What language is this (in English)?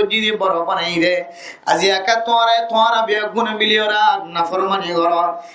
Rohingya